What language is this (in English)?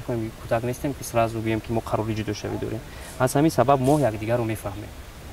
Tajik